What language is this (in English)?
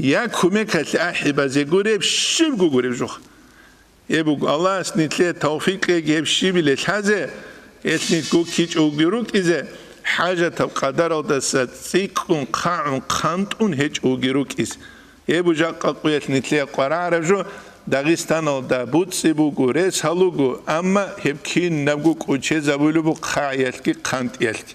Avaric